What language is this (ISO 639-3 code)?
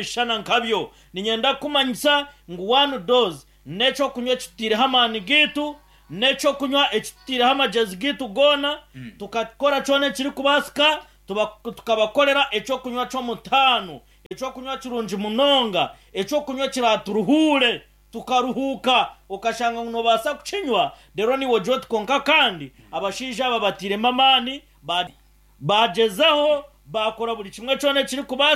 nyn